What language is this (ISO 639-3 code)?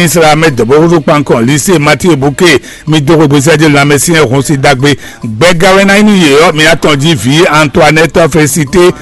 fon